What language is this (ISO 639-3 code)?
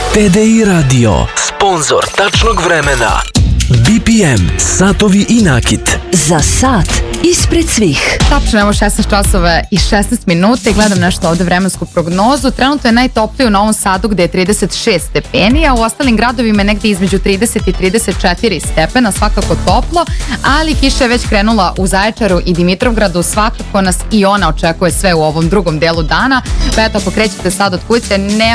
srp